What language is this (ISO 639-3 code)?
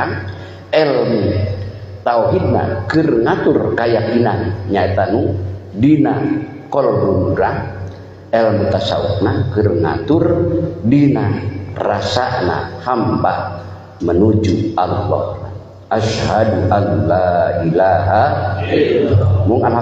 sun